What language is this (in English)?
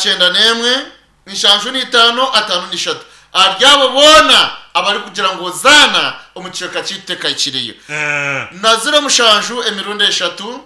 Nyankole